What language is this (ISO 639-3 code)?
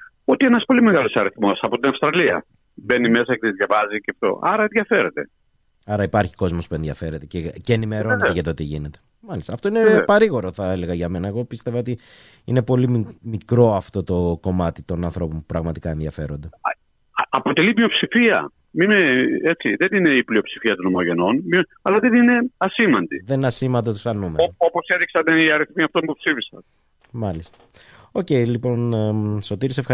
ell